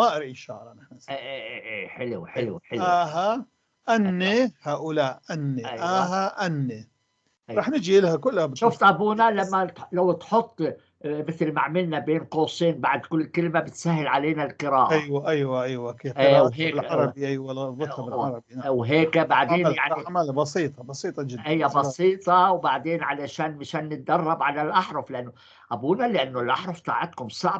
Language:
North Levantine Arabic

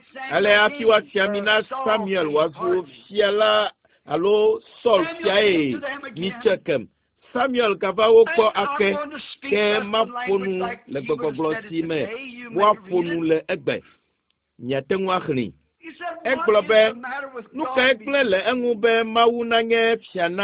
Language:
Ewe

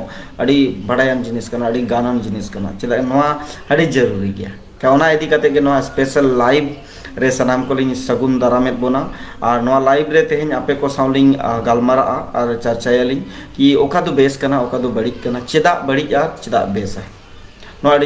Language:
Santali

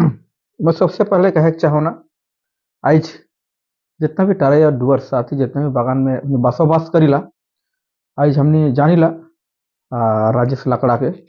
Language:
Sadri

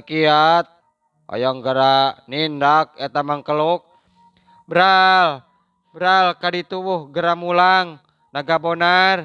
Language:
Sundanese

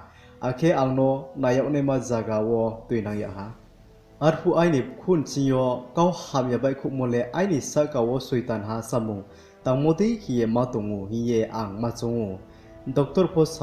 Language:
Riang (India)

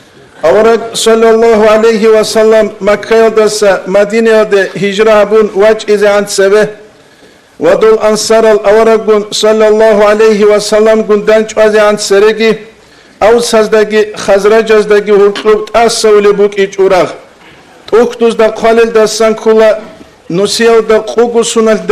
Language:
Avaric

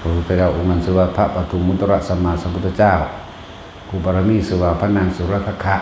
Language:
Lao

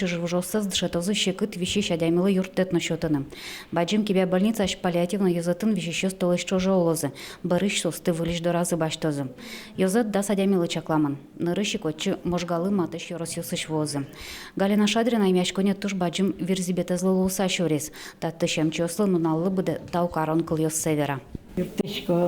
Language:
Udmurt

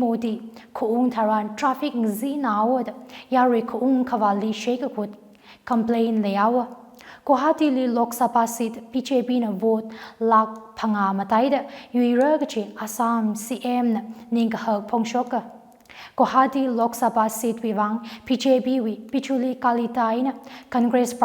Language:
Tangkhul Naga (India)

